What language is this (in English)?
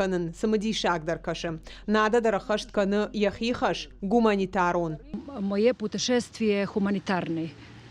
Ossetic